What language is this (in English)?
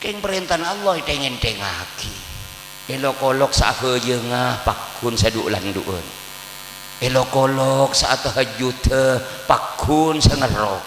Madurese